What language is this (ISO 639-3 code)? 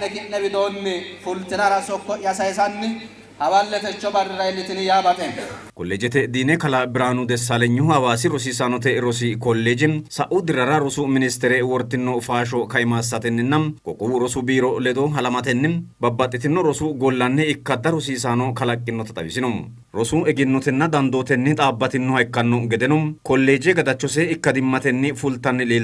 sid